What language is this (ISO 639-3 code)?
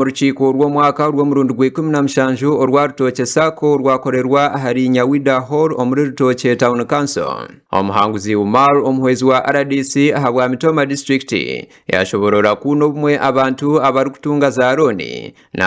nyn